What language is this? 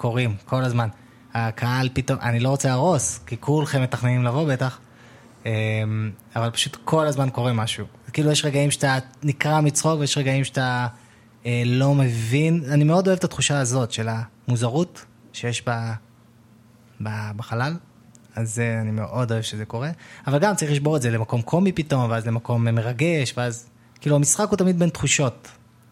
Hebrew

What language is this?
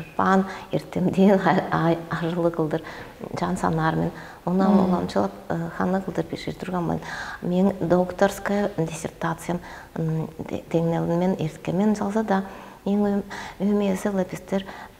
Tuvinian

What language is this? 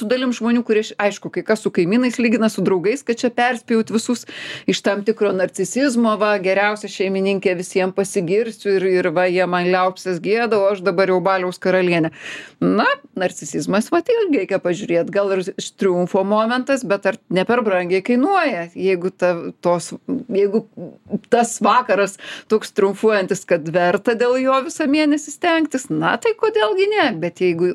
Lithuanian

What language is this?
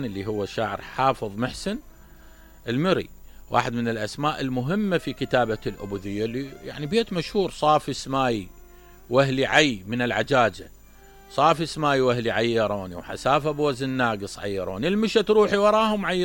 Mesopotamian Arabic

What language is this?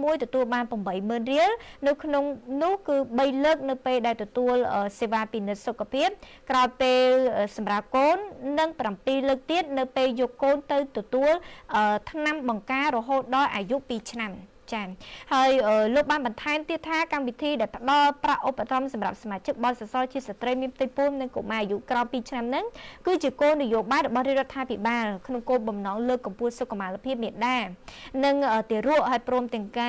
Khmer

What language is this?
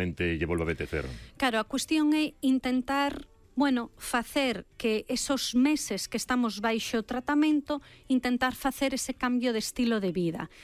Galician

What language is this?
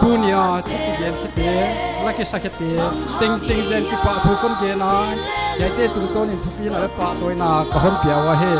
Paite Chin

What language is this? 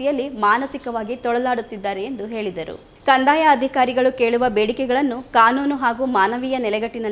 Kannada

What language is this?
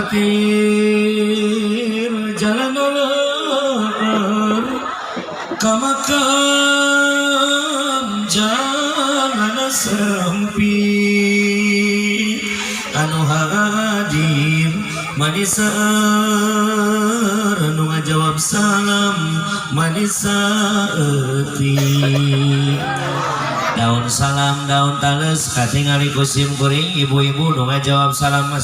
Sundanese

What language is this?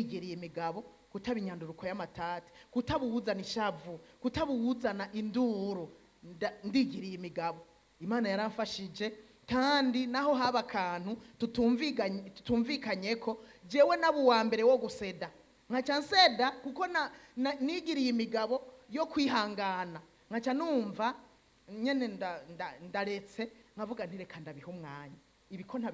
Rundi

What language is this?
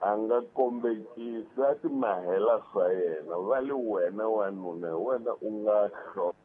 Tsonga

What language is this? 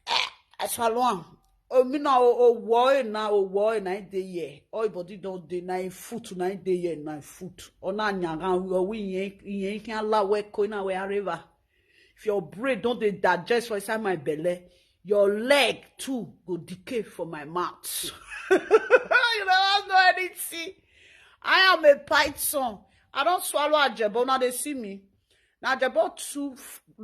Nigerian Pidgin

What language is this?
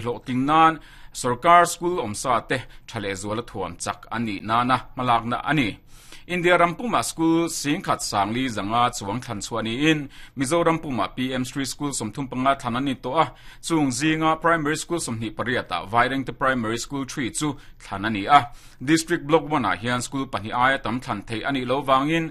Mizo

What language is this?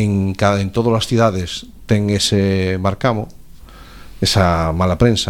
Galician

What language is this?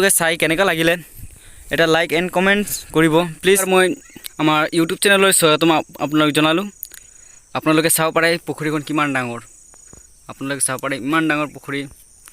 Assamese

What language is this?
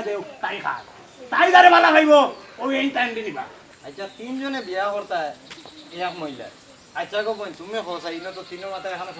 Sylheti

